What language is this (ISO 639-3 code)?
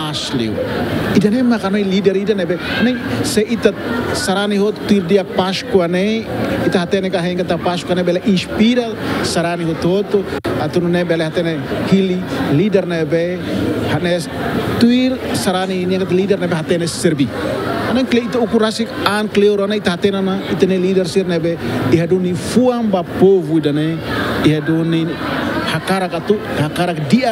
tet